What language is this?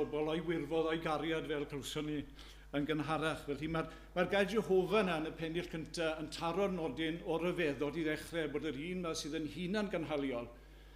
Welsh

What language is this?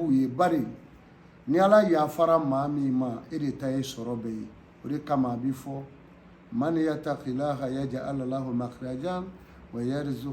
Bambara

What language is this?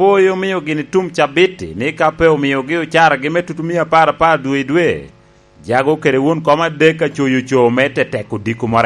Lango (Uganda)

